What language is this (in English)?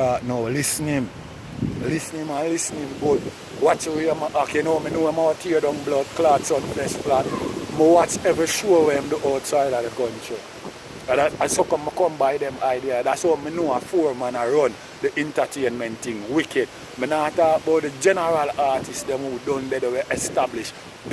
Jamaican Creole English